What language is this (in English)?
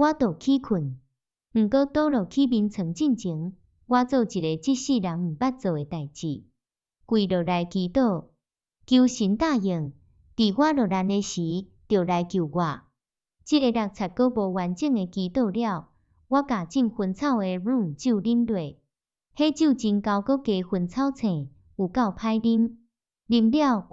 Min Nan Chinese